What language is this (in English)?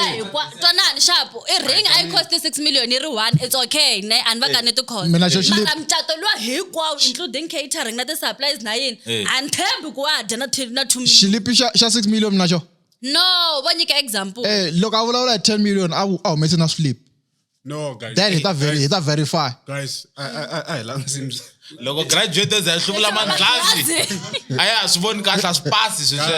Tsonga